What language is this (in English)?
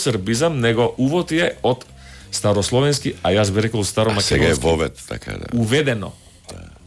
Macedonian